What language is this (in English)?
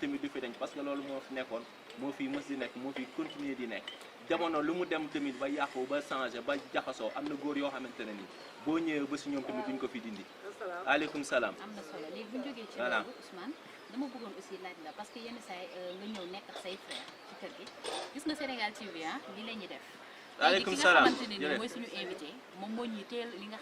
Wolof